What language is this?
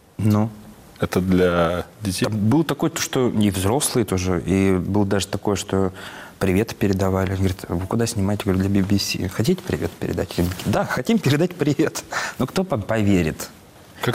Russian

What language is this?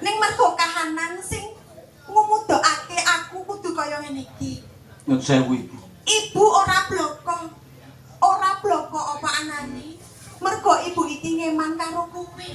Javanese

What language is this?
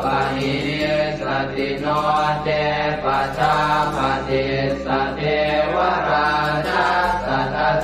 Pali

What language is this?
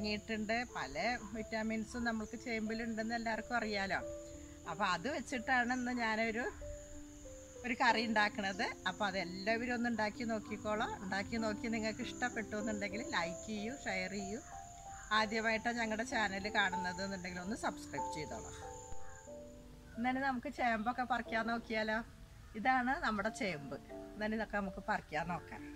Malayalam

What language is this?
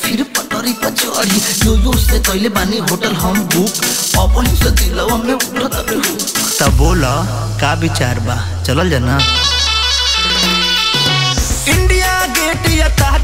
Bhojpuri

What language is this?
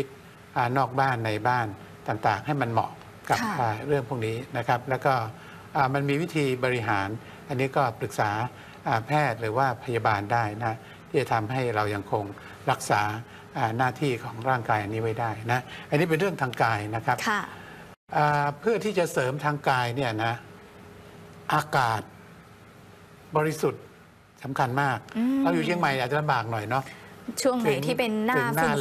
Thai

